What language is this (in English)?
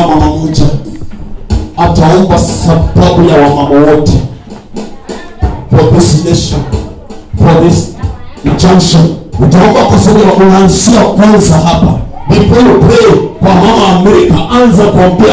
Swahili